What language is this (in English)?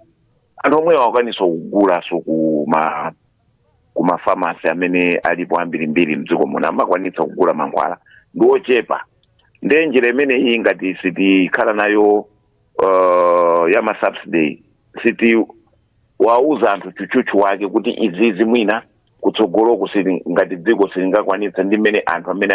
Nyanja